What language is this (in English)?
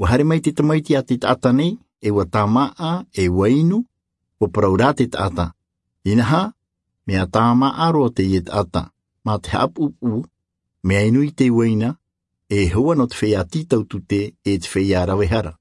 Tahitian